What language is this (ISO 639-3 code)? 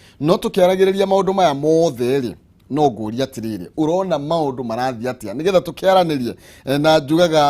kik